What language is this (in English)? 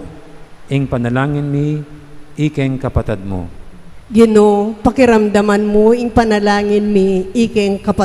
Pampanga